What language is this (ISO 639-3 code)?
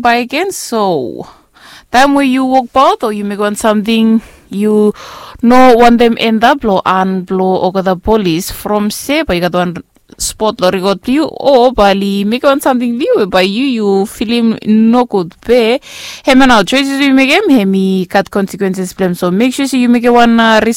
bis